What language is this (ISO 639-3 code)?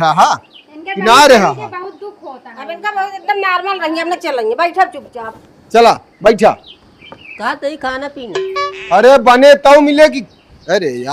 awa